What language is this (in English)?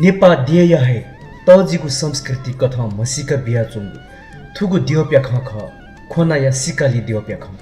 Newari